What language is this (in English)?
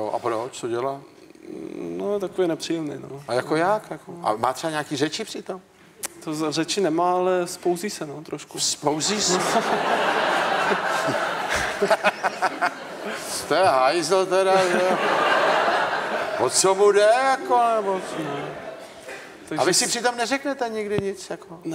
Czech